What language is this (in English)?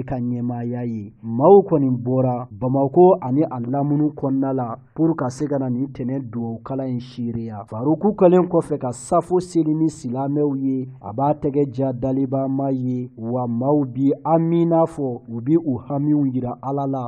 Bambara